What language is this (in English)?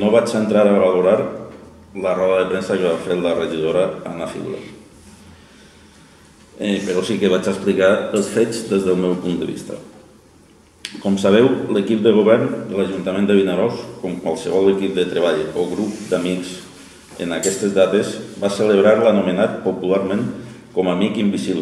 Catalan